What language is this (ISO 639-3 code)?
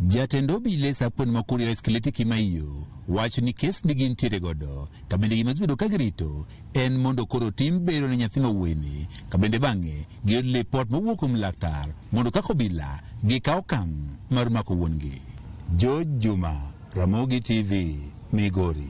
luo